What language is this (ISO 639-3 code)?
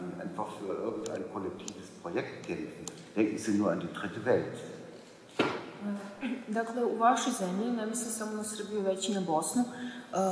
srp